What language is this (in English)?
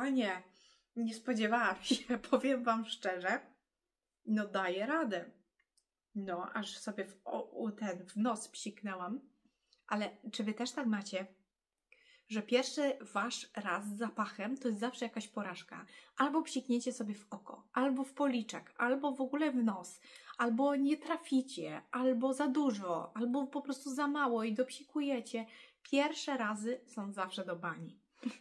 Polish